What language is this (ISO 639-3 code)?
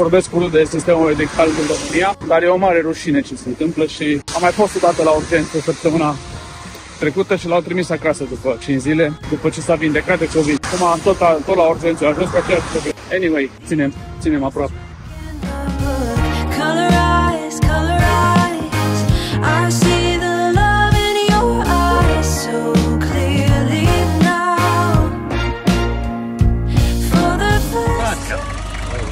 ron